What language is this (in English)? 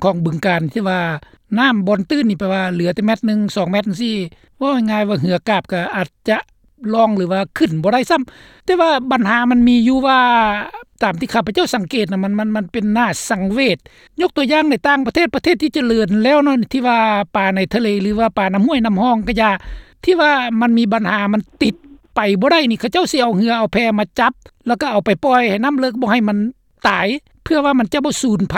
Lao